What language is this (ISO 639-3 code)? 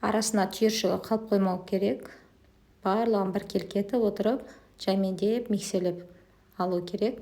kaz